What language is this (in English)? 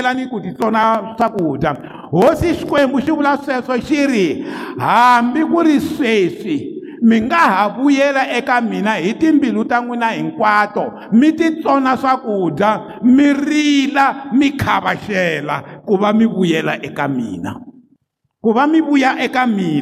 Tsonga